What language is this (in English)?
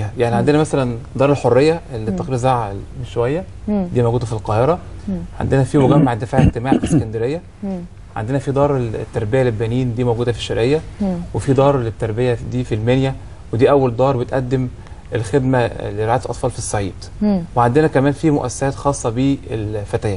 Egyptian Arabic